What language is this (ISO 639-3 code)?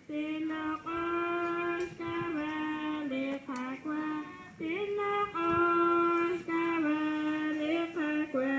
kek